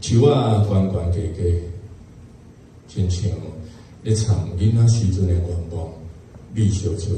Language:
Min Nan Chinese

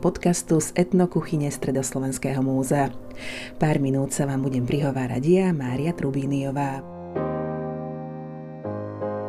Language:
Slovak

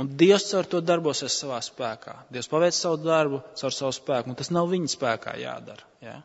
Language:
Latvian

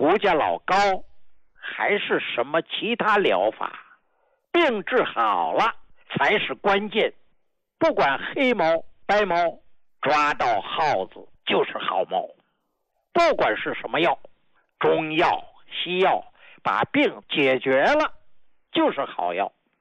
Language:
Chinese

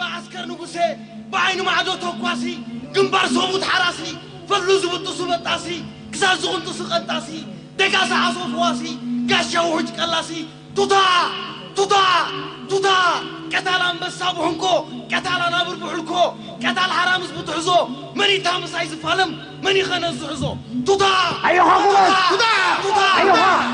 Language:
Tigrinya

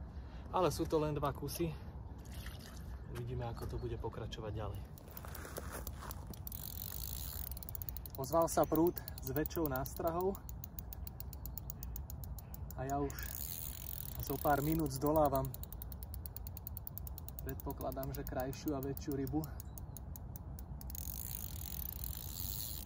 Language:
Slovak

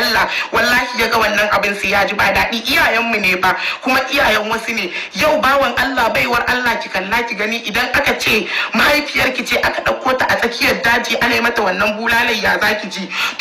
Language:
Hausa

